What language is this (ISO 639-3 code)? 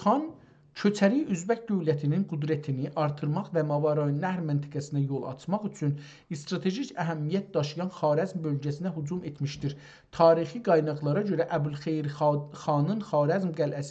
azb